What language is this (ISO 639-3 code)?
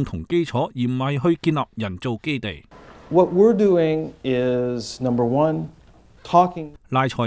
yue